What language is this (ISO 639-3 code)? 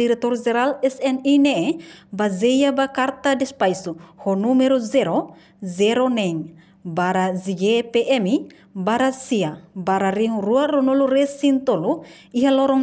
tet